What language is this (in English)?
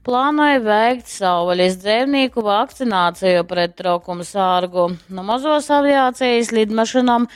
Latgalian